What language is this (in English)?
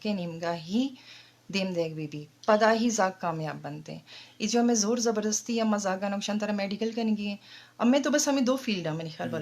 Eastern Balochi